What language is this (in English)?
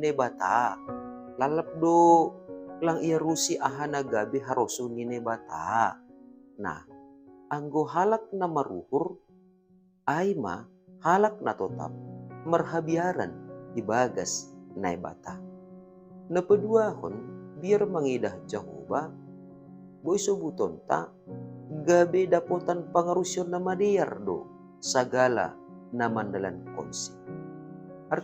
Batak Simalungun